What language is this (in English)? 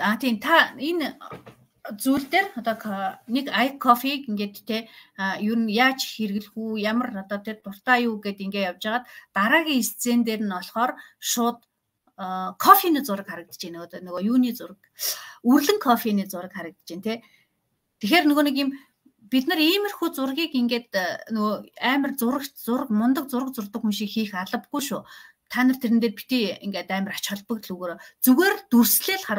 Mongolian